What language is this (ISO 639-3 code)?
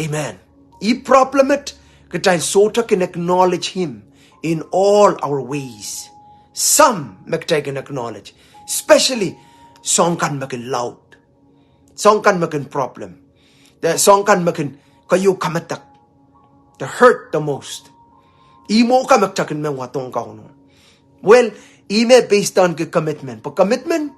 pon